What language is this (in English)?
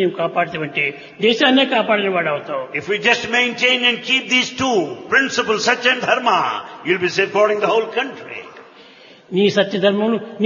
Telugu